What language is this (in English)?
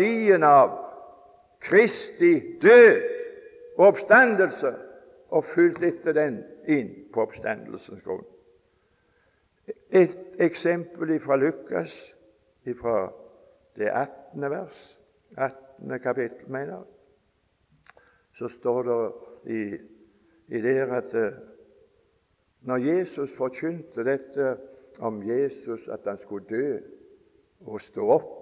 Norwegian